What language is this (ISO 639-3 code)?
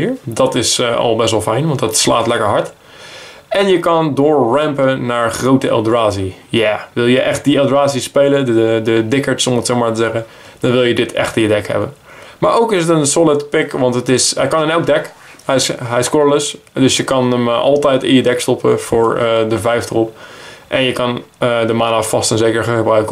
nld